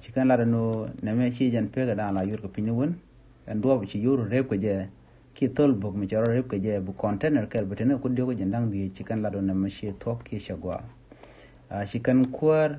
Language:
Nuer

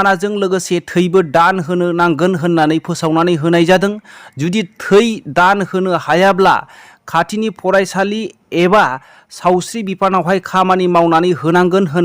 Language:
Bodo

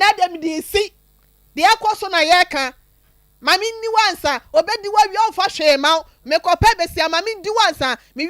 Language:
Akan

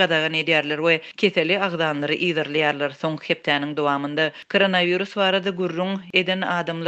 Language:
Turkmen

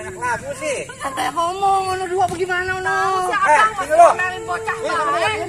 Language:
Betawi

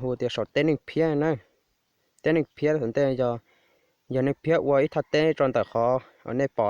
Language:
Hmong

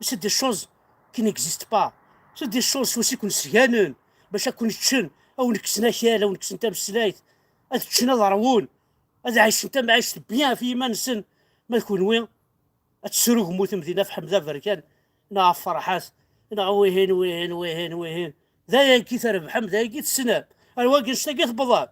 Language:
Kabyle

